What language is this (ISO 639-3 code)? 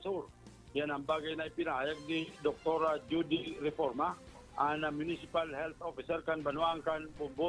bik